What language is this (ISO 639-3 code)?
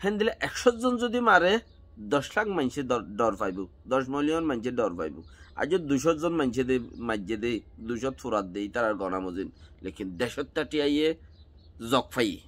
rhg